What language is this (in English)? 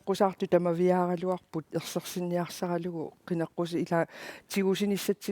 Kalaallisut